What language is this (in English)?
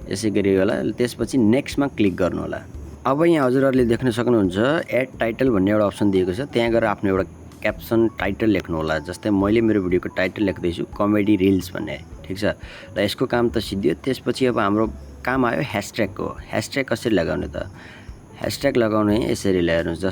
Nepali